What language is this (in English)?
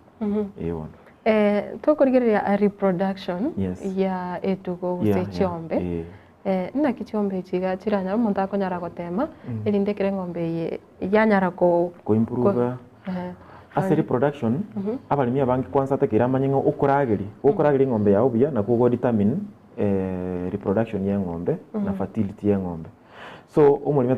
Gusii